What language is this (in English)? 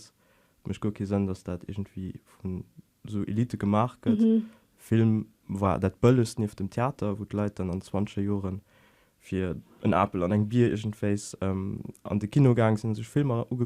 Luxembourgish